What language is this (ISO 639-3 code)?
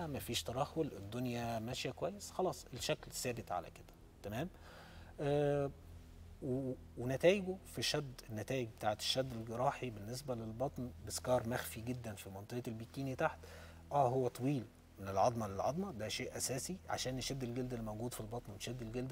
arz